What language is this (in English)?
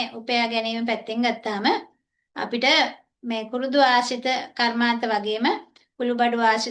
Sinhala